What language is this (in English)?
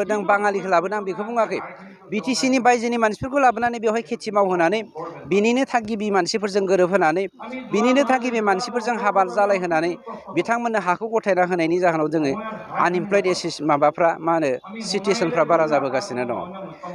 Bodo